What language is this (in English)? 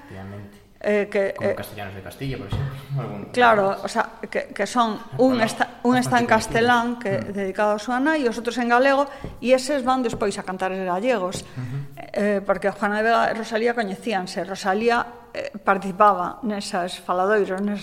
Galician